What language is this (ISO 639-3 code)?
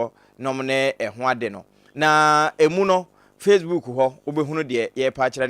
aka